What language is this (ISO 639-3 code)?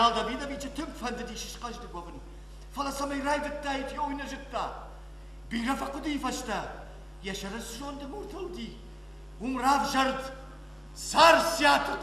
oss